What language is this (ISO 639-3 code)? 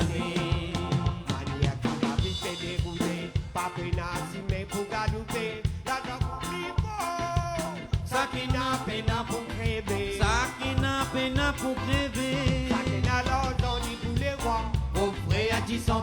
mfe